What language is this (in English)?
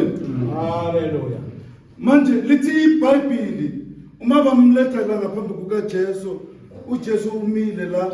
Zulu